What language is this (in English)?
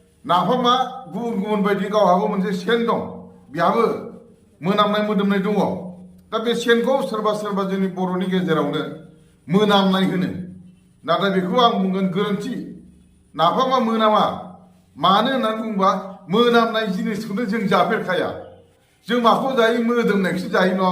Bodo